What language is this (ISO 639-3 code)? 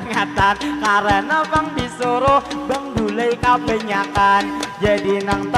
bjn